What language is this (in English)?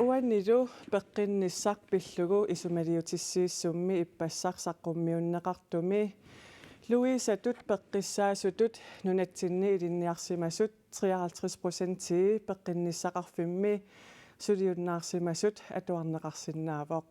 Kalaallisut